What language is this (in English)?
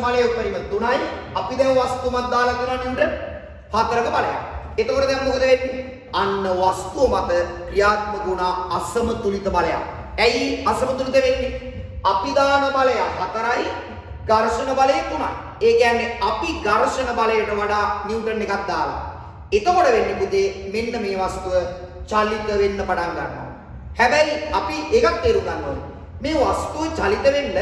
Sinhala